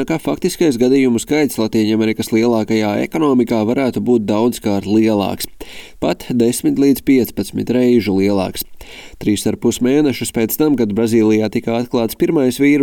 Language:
Latvian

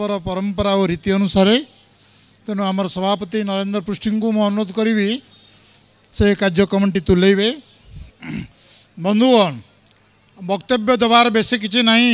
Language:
Odia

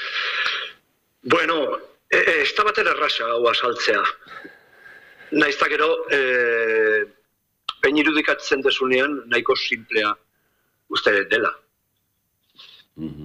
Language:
Basque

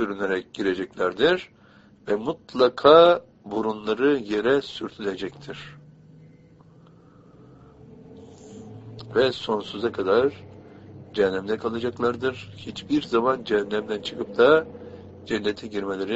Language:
Turkish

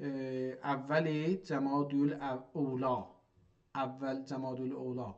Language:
South Azerbaijani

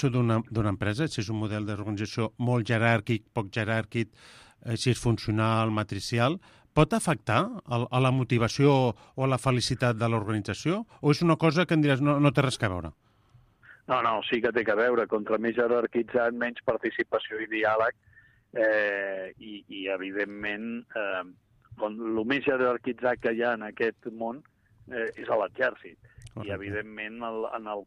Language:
Catalan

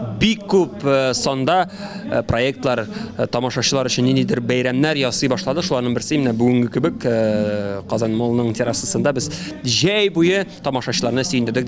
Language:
Tatar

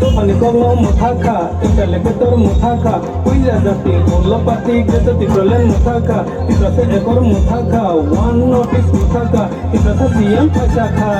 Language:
Riang (India)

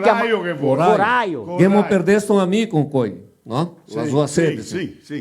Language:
Venetian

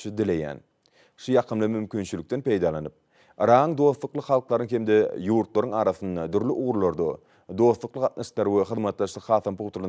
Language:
Turkmen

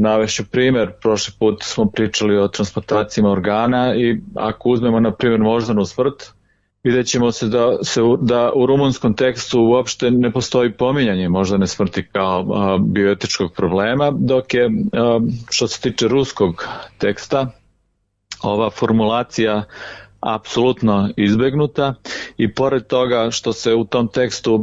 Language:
Serbian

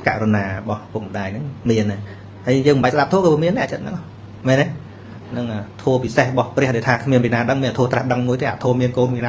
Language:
Khmer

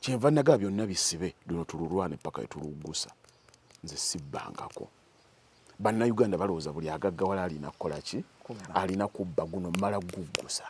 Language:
Ganda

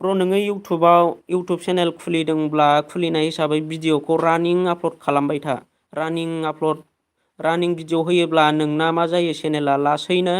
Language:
Bodo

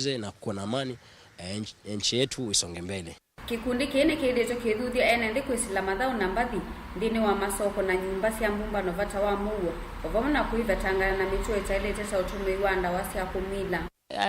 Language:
Kamba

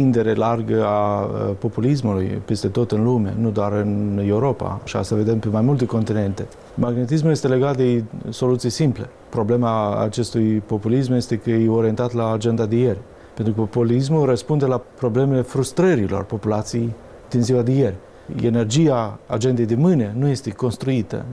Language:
Romanian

